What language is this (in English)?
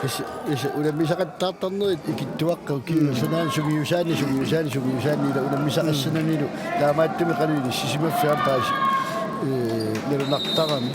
Kalaallisut